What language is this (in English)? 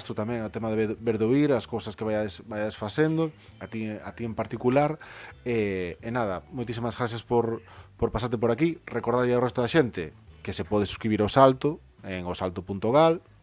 Galician